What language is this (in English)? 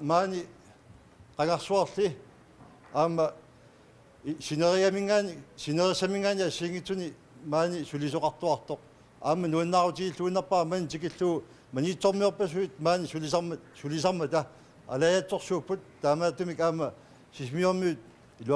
Kalaallisut